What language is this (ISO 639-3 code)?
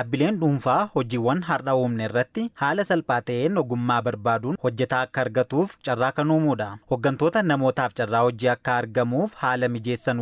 orm